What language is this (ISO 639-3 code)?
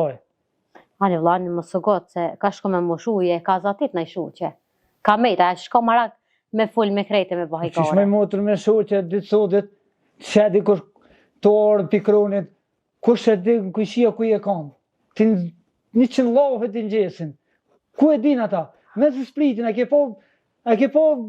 sqi